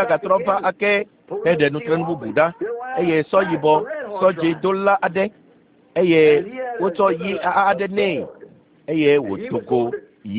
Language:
Ewe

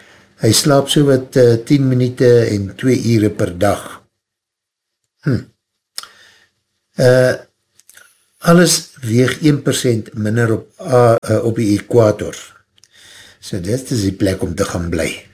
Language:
Afrikaans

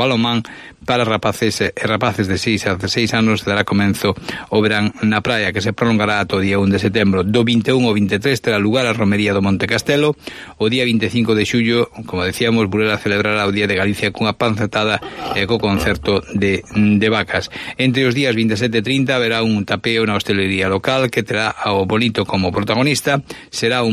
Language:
Galician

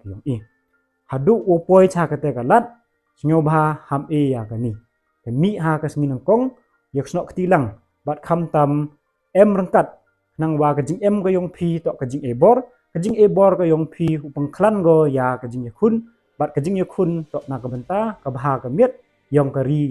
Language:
Pnar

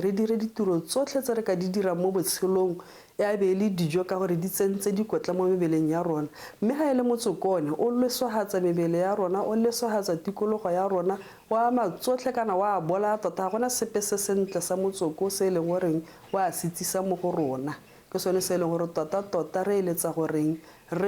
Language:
Tswana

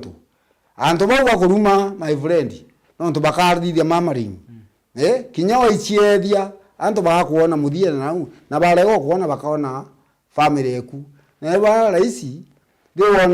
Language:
Meru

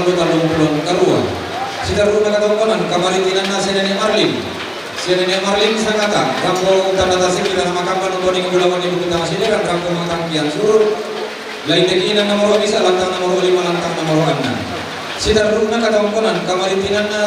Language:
Toraja-Sa'dan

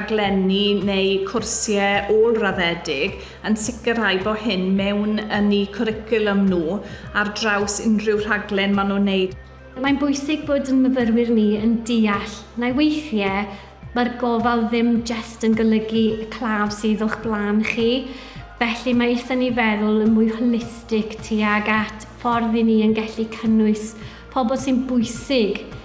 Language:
Welsh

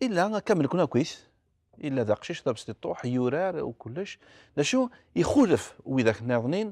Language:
Kabyle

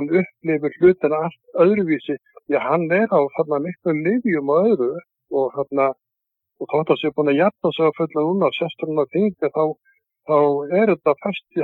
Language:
Icelandic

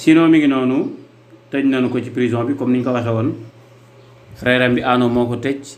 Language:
Wolof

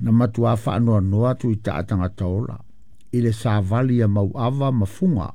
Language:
Samoan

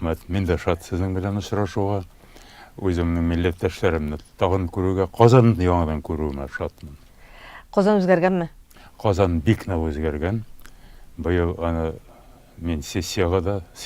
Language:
Tatar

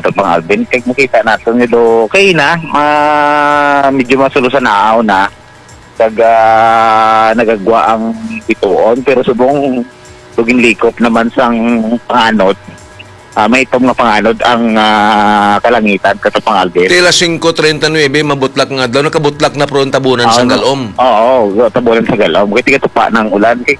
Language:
Hiligaynon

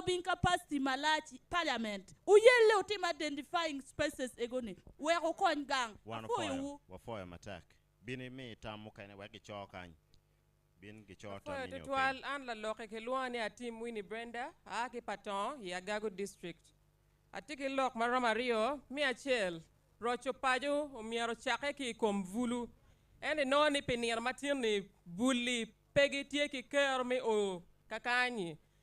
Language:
Acoli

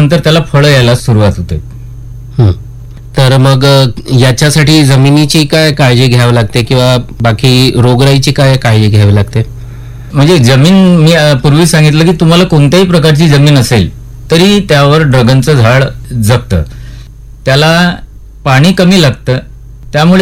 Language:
Marathi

